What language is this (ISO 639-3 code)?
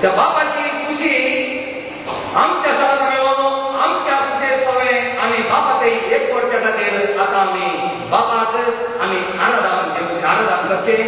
kok